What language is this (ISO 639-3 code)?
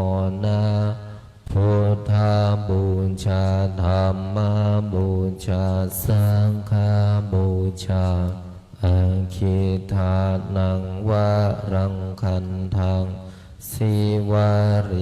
pli